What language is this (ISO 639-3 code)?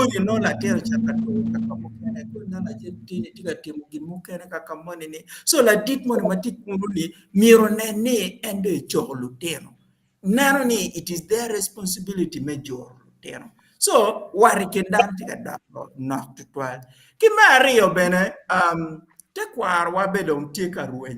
ach